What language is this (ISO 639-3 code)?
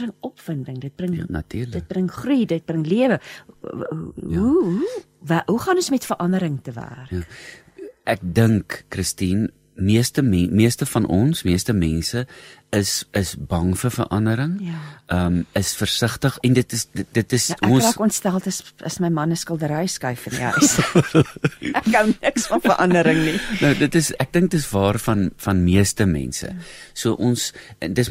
afr